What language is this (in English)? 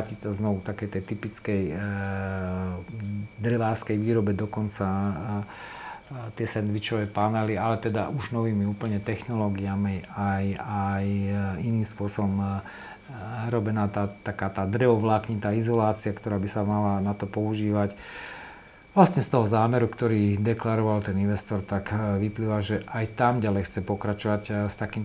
Slovak